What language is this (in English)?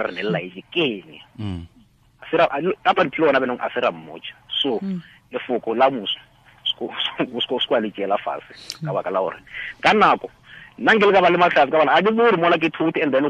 Tswana